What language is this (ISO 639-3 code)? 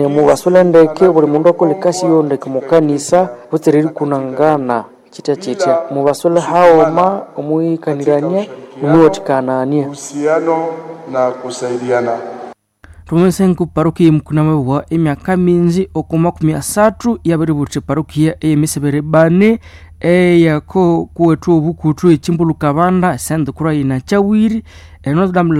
nnb